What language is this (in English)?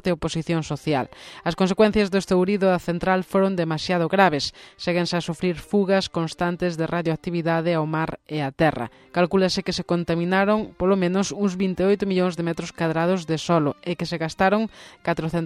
Galician